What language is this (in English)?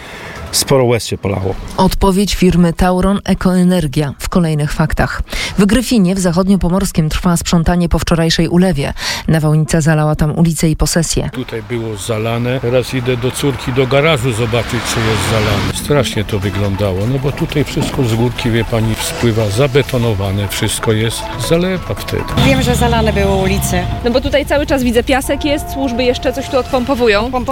Polish